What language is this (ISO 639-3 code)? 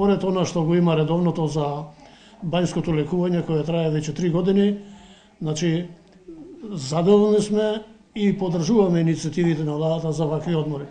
mkd